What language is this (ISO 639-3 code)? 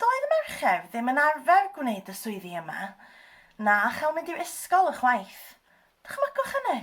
cym